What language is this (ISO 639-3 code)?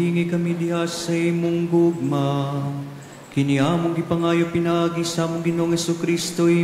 ceb